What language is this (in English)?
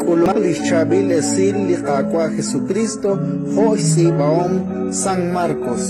Kekchí